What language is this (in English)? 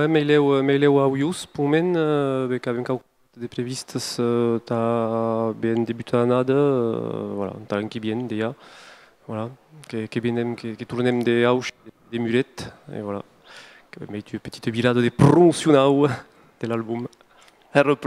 Occitan